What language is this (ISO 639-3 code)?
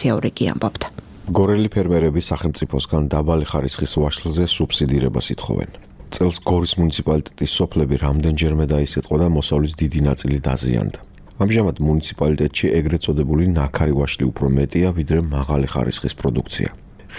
kat